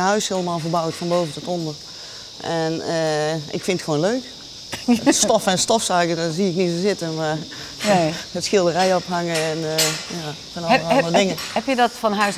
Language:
Dutch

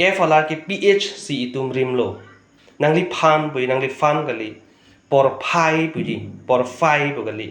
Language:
Karbi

